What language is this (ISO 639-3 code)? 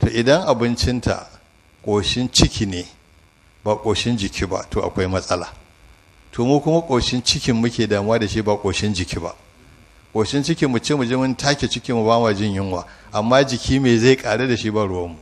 hau